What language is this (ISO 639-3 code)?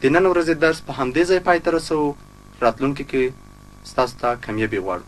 pus